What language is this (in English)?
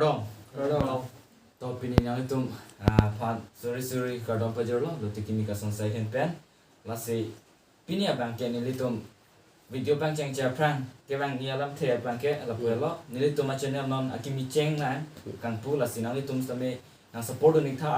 Karbi